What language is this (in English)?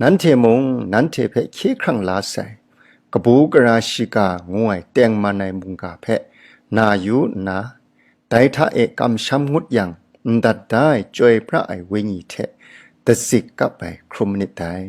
Kachin